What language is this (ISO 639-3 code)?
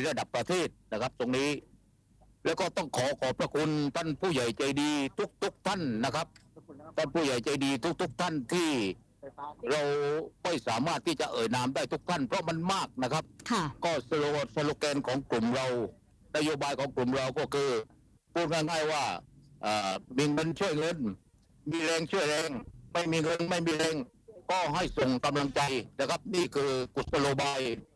tha